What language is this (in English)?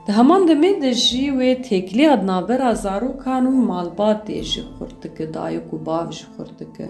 Kurdish